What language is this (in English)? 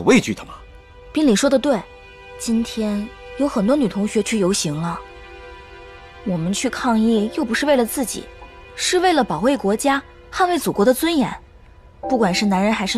Chinese